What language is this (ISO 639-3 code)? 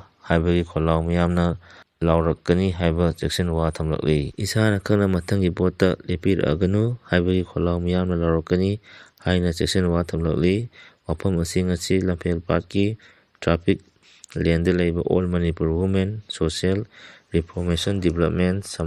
mni